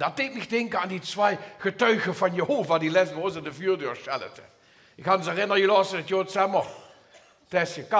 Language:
Limburgish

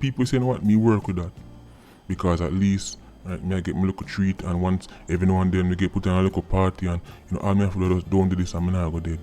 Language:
Jamaican Creole English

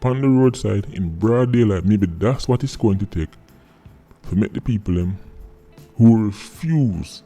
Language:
Jamaican Creole English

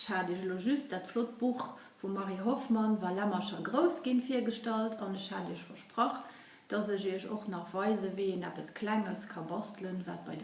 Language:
Luxembourgish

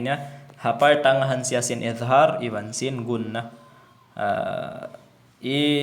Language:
Tausug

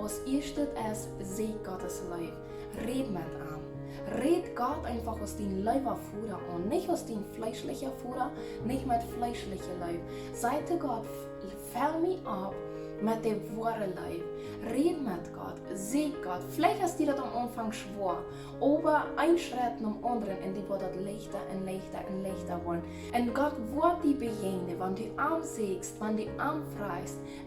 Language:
Plautdietsch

